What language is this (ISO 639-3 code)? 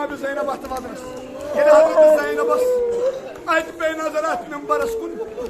kas